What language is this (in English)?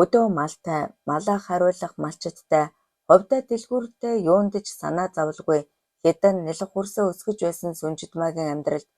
Mongolian